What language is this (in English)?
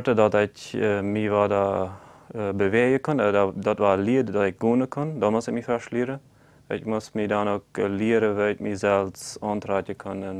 Plautdietsch